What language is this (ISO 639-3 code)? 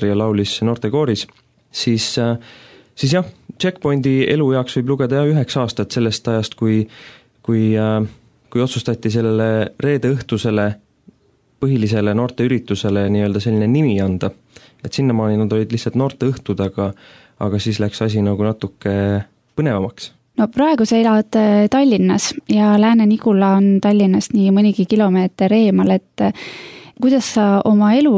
est